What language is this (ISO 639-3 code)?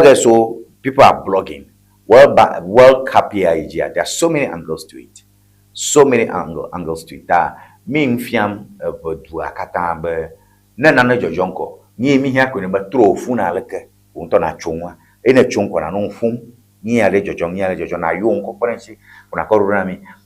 ewe